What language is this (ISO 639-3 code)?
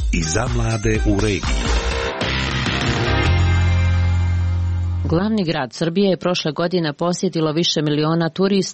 hrv